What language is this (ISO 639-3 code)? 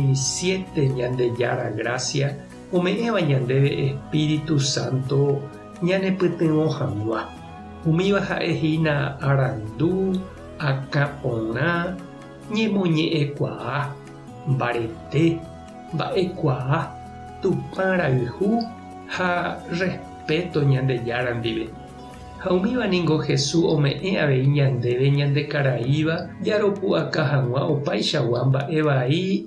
grn